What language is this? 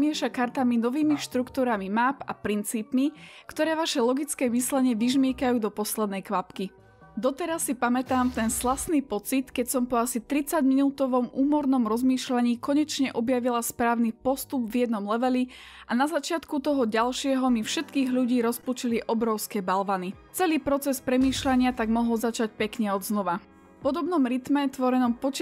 Slovak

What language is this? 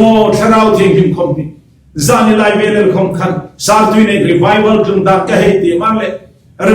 Hmar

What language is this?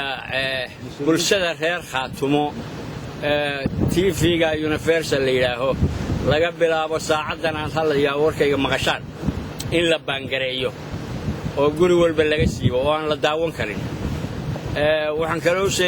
Somali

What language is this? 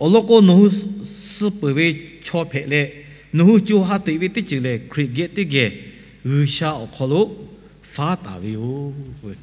Lahu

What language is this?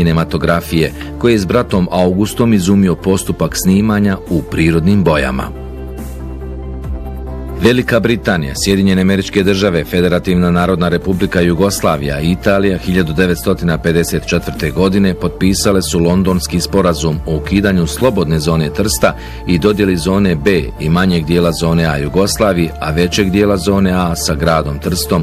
Bosnian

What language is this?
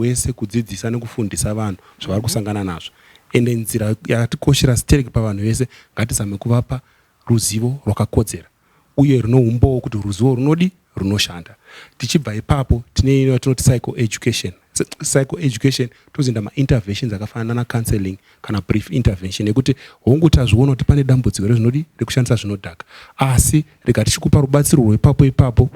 Shona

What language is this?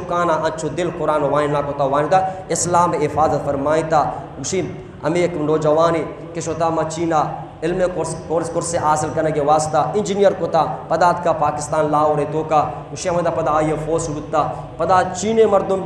Eastern Balochi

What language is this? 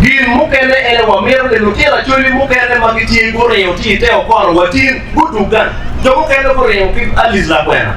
Acoli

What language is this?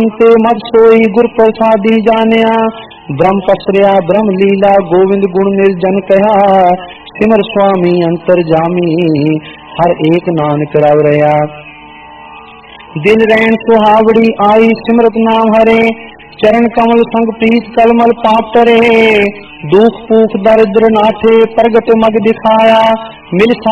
Punjabi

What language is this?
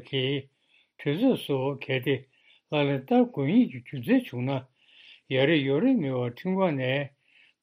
Tibetan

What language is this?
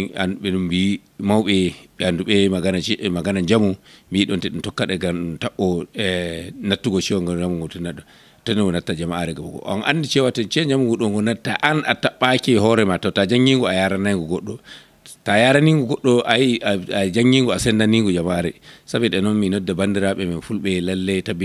Fula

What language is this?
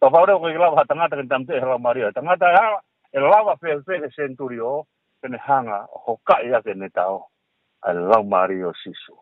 Tongan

